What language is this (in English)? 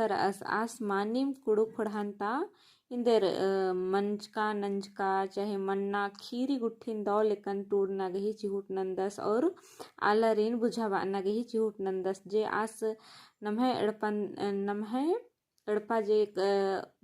Kurukh